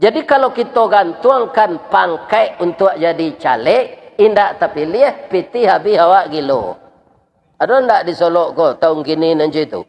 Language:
Minangkabau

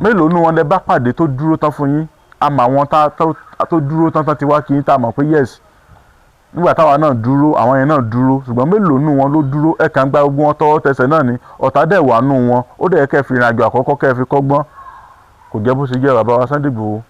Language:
Yoruba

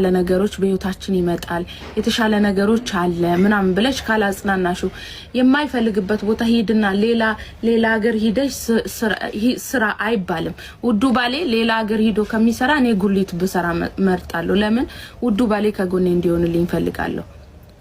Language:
Amharic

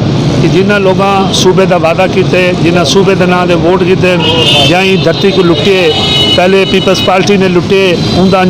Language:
Saraiki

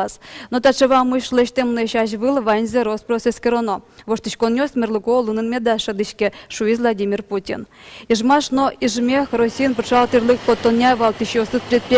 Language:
Udmurt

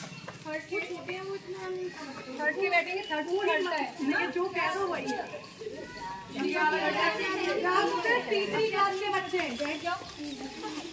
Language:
Hindi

